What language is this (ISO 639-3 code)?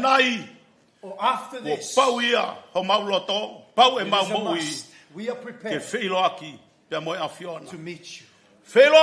ton